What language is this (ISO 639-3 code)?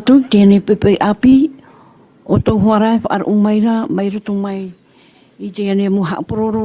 tah